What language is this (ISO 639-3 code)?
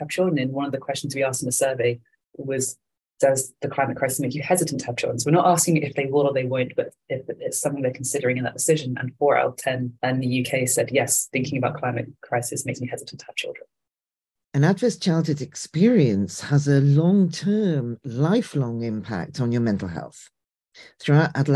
eng